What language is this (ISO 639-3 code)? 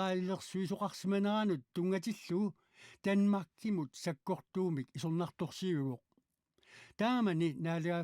kal